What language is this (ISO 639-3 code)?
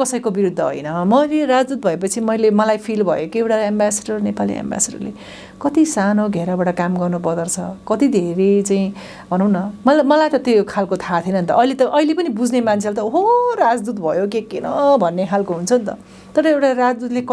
nep